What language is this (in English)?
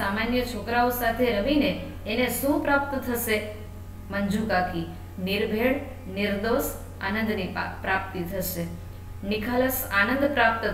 Gujarati